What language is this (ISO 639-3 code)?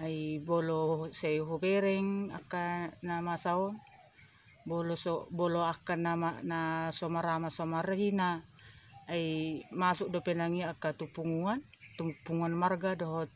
bbc